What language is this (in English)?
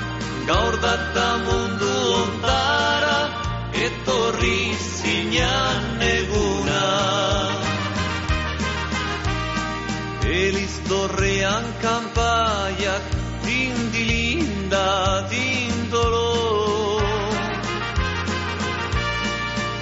Basque